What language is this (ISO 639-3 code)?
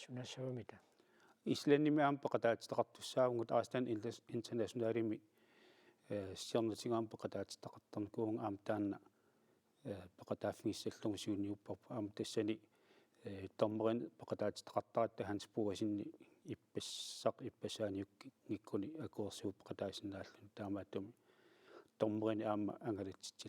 kal